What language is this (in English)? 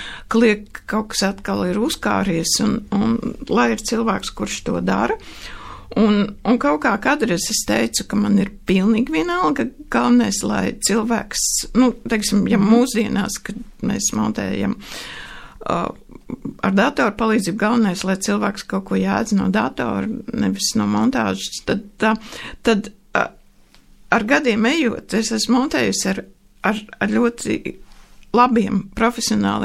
Latvian